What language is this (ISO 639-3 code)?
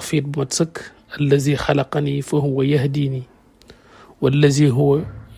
wol